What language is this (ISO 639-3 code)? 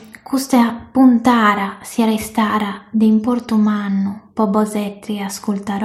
srd